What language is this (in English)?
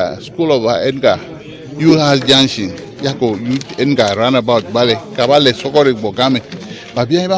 Ewe